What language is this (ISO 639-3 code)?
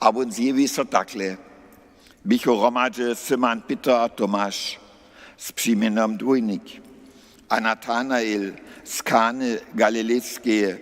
hsb